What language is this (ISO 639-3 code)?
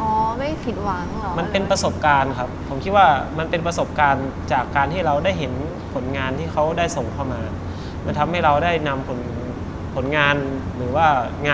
tha